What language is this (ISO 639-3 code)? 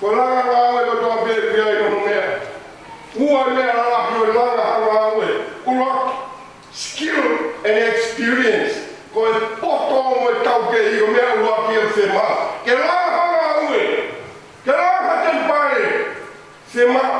ton